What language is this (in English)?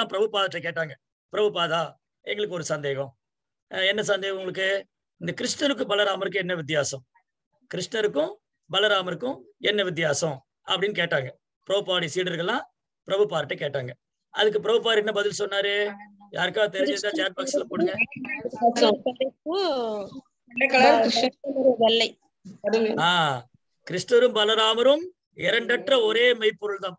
Tamil